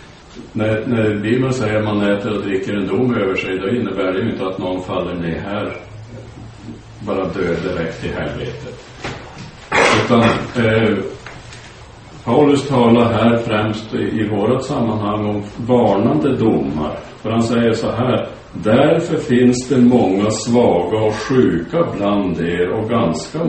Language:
Swedish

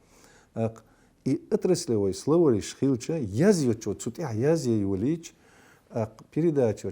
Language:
Chechen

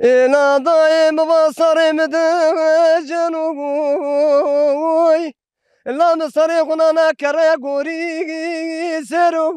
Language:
Zaza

